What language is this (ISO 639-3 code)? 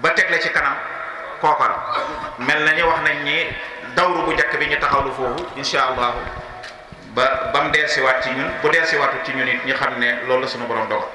wol